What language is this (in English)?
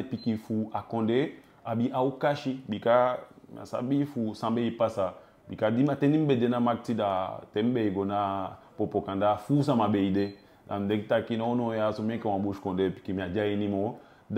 Eastern Maroon Creole